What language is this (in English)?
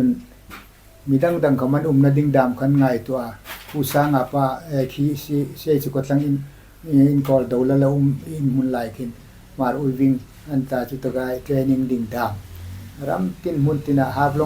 Hmar